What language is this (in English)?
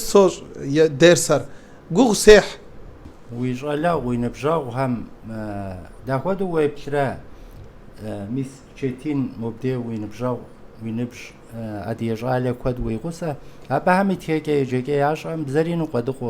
Kabardian